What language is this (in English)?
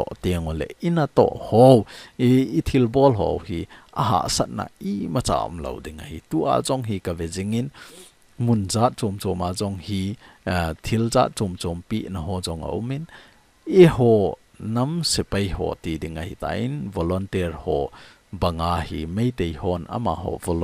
Thado Chin